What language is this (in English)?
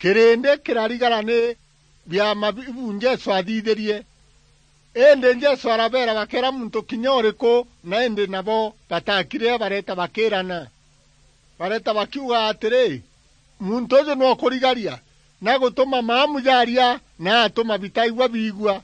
Meru